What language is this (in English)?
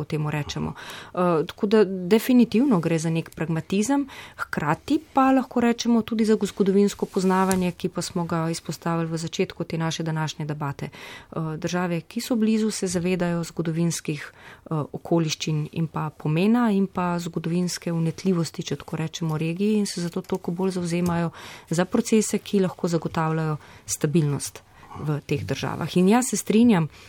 Slovenian